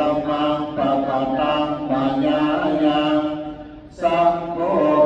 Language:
Pali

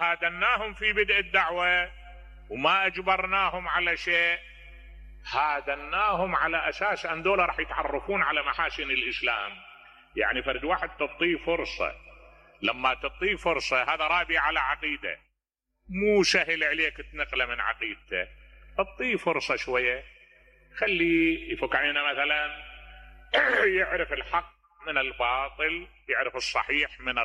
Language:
Mesopotamian Arabic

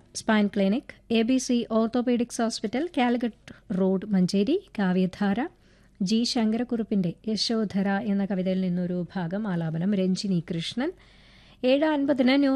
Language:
Malayalam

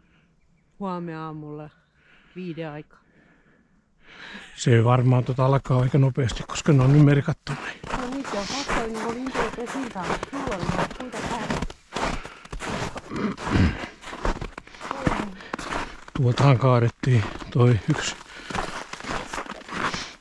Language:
Finnish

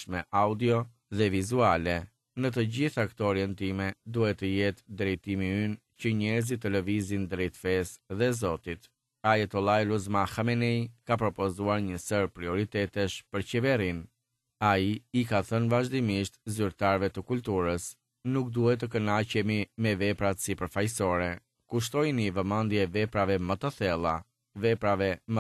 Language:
Albanian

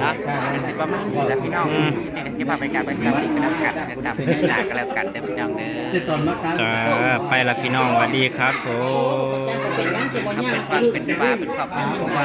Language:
Northeastern Thai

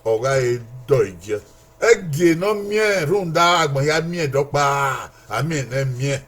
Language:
Bini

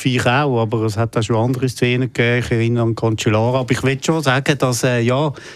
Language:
German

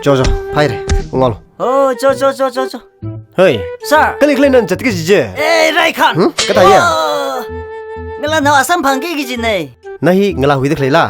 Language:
Tangkhul Naga (India)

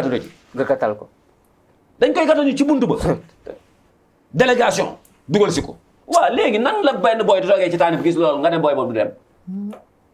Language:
Wolof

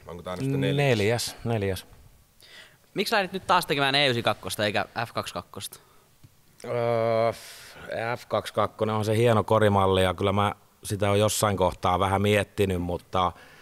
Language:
Finnish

